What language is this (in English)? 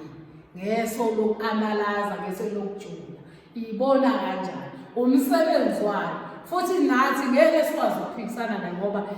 Zulu